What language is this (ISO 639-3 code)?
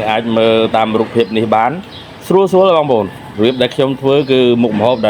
khm